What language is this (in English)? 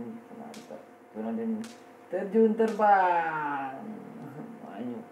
Minangkabau